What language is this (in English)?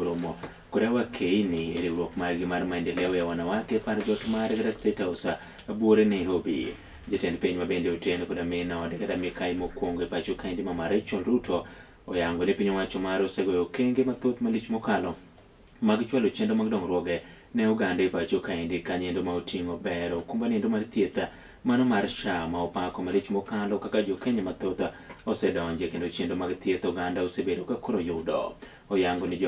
Luo (Kenya and Tanzania)